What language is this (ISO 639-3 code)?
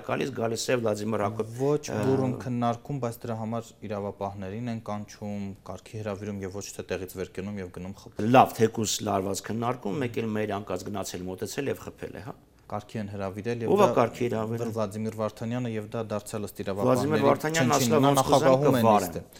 hye